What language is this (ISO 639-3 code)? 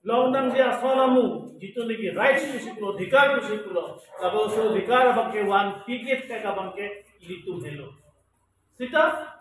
mjw